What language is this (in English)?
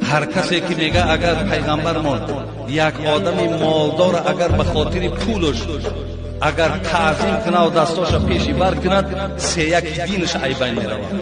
Tajik